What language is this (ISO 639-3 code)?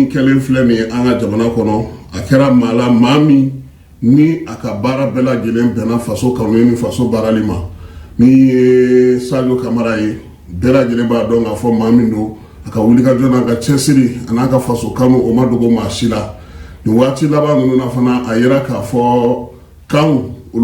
bam